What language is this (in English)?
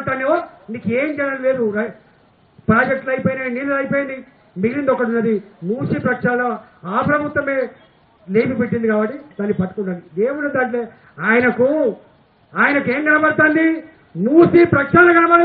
Telugu